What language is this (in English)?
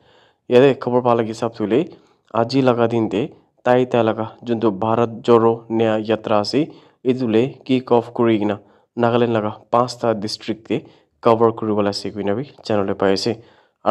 Naga Pidgin